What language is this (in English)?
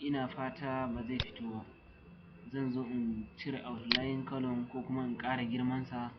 Hausa